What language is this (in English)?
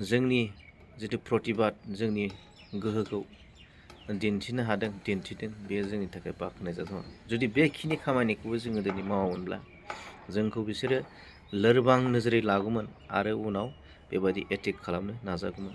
Bodo